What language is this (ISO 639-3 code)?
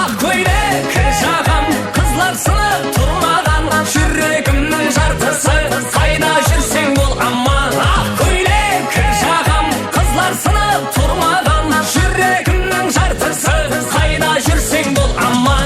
kaa